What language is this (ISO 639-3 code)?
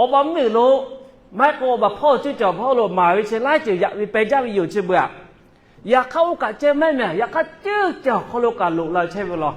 lhu